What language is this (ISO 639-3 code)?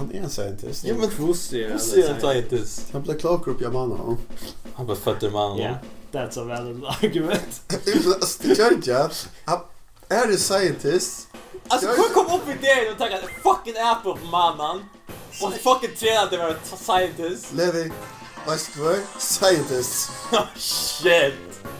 fao